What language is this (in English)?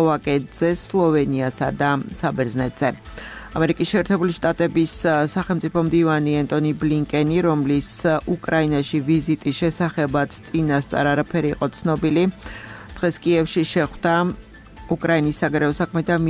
Georgian